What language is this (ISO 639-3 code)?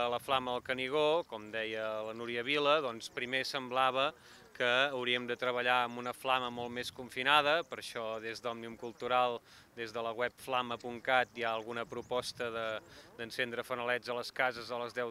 cat